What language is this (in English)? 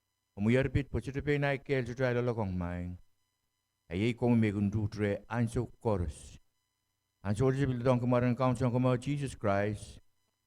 Pohnpeian